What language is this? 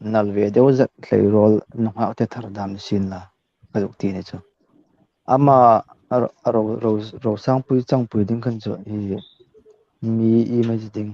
Hmar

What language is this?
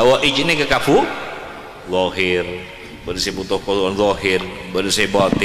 Madurese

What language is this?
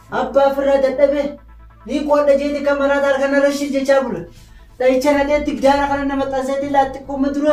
Oromo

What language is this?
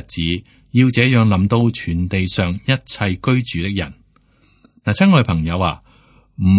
Cantonese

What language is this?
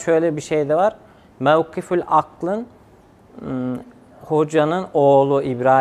Turkish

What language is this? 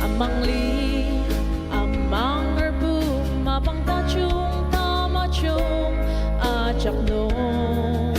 Ao Naga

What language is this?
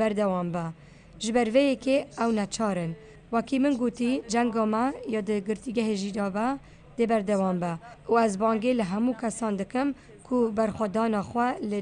Kurdish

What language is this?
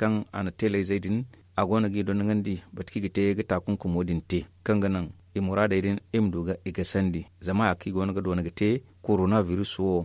Zarma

